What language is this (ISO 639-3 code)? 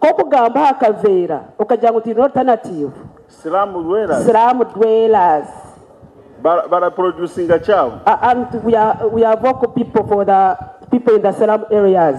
nyn